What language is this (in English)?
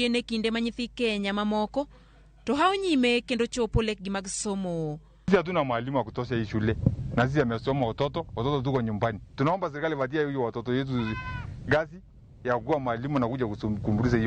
Luo (Kenya and Tanzania)